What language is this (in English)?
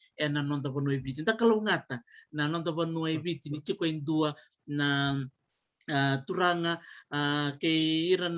Fijian